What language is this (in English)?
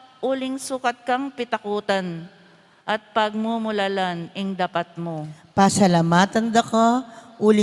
Pampanga